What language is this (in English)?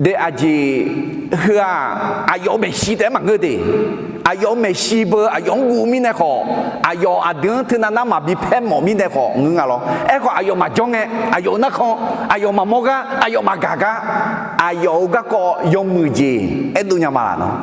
Akha